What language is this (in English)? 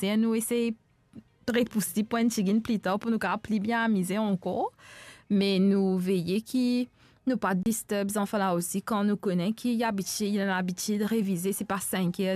Morisyen